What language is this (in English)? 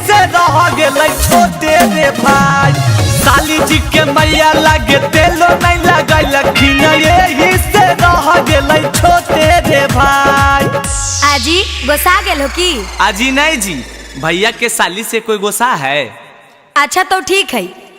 Magahi